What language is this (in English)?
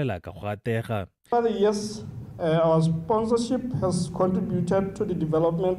Tswana